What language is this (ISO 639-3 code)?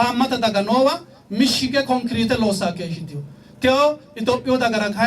sid